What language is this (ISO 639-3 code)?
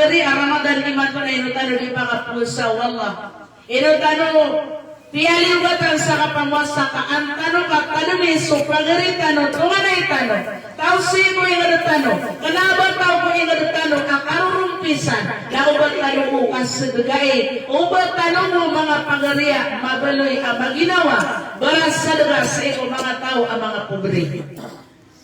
mrw